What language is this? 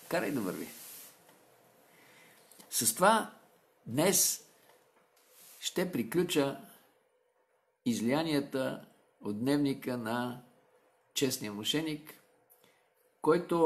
Bulgarian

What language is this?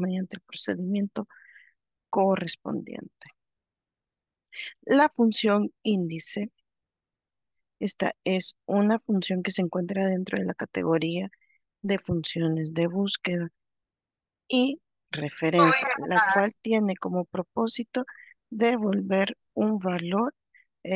Spanish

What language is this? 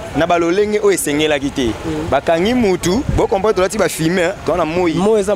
Lingala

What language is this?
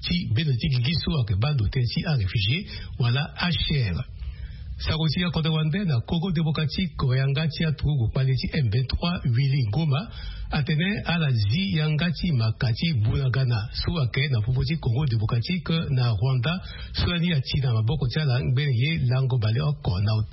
Sango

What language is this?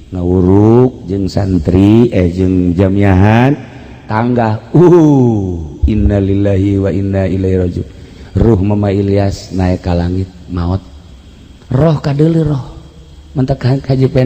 Sundanese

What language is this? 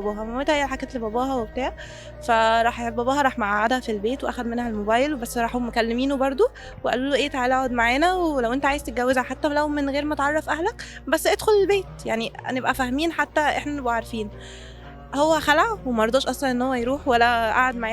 Egyptian Arabic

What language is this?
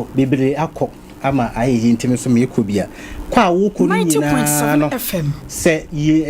Akan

